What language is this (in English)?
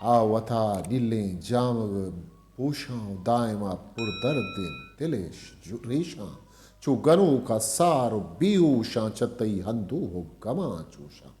Eastern Balochi